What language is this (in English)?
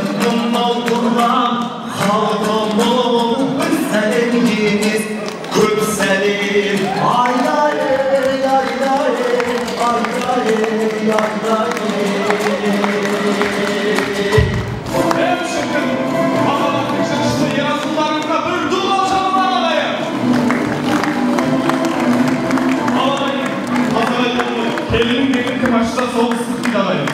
Kazakh